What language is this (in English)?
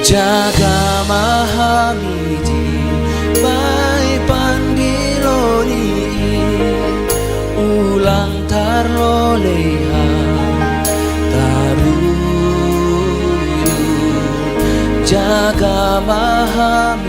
Batak Simalungun